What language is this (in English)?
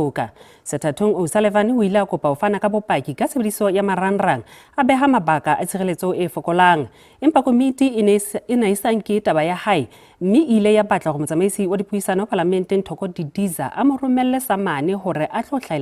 Southern Sotho